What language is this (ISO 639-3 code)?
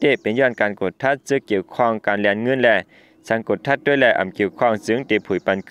shn